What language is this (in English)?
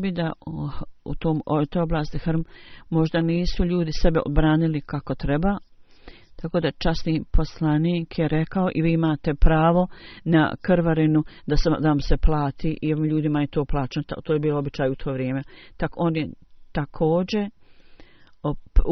Bosnian